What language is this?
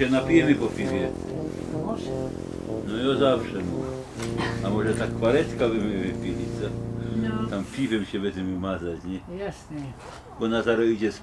Silesian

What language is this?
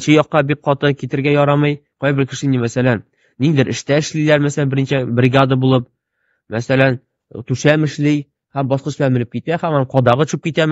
Tatar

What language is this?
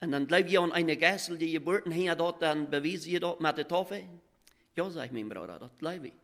Plautdietsch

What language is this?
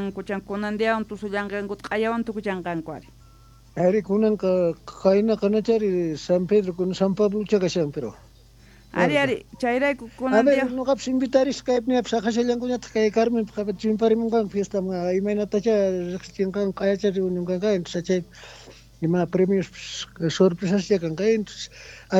South Bolivian Quechua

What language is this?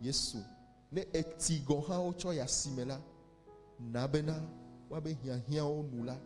Ewe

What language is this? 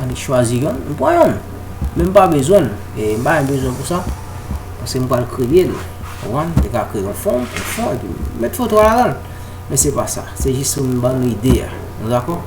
Haitian Creole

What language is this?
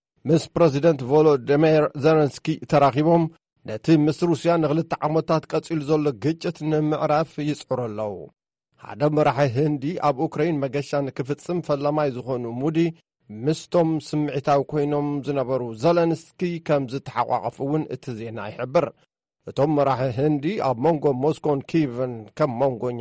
Tigrinya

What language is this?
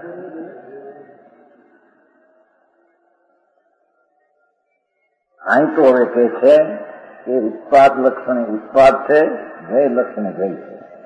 Gujarati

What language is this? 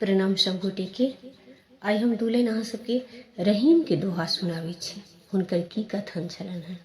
Maithili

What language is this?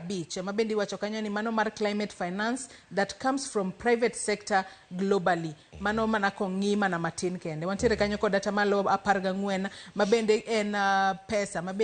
Luo (Kenya and Tanzania)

